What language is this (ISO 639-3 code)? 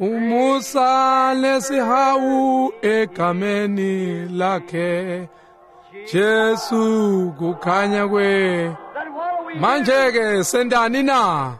ssw